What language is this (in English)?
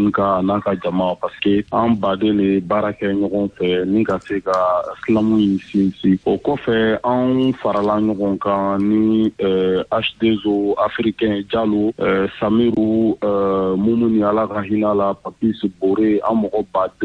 Bambara